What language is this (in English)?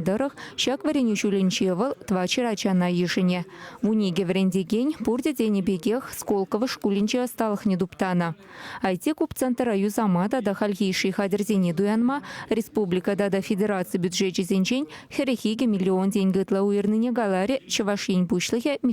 Chuvash